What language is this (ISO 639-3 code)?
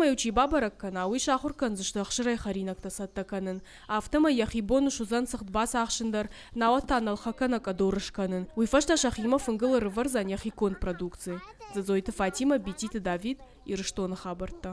oss